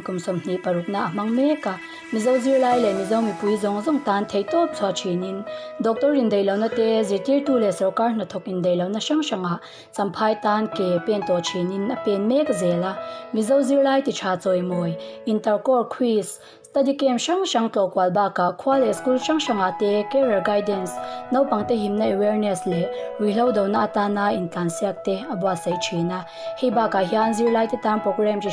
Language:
Mizo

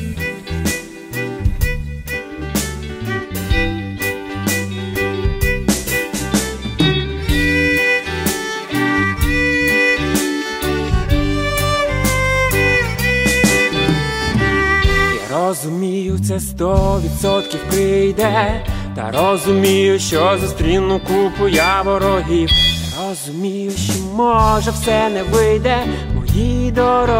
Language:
Ukrainian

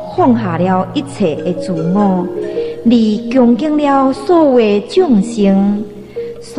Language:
Min Nan Chinese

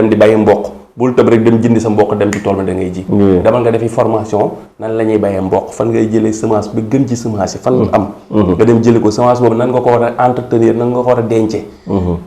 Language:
Wolof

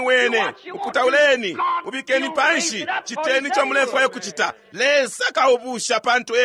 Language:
Bemba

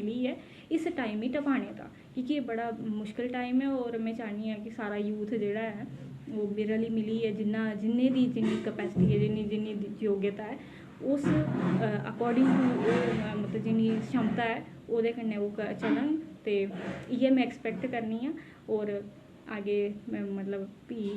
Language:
Dogri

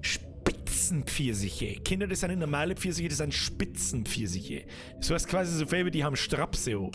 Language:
Bavarian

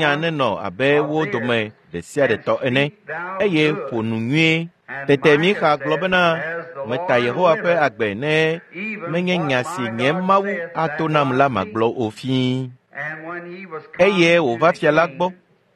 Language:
Ewe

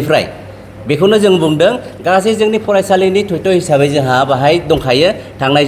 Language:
Bodo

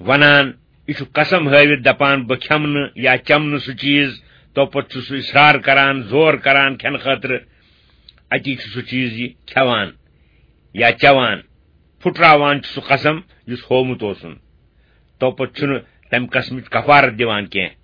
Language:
Kashmiri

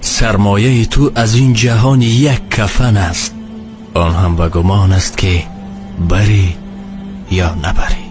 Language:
Tajik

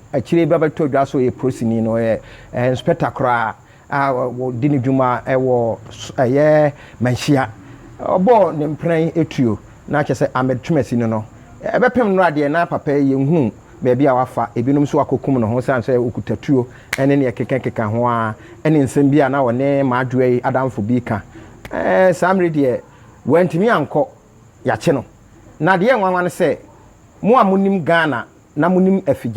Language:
Akan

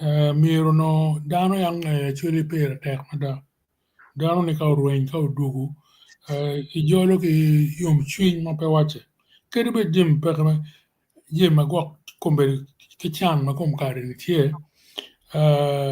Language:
Acoli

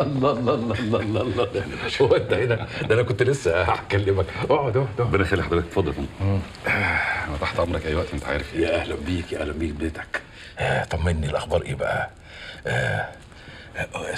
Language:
Egyptian Arabic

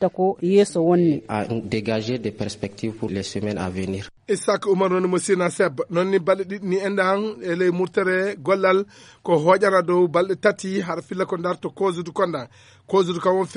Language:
Fula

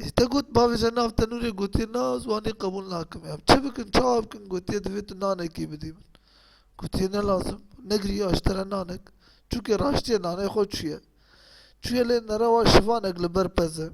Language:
Kurdish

